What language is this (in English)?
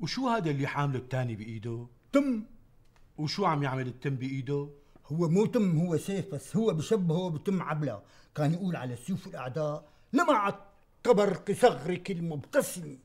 North Levantine Arabic